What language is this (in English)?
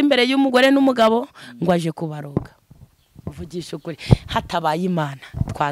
Kinyarwanda